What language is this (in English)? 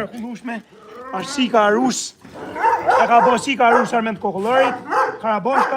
Albanian